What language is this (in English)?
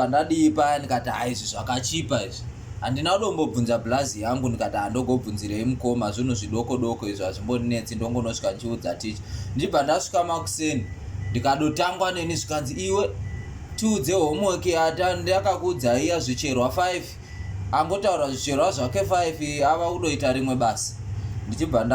Shona